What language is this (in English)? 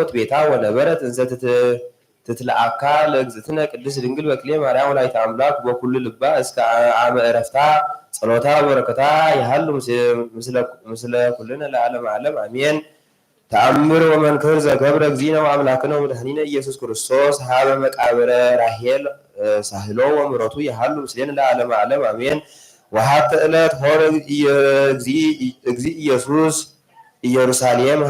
Geez